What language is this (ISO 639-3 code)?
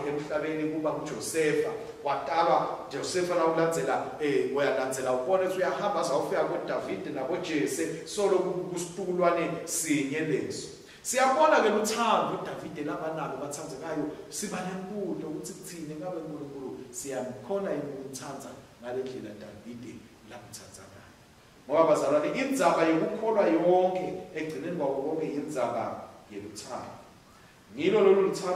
ssw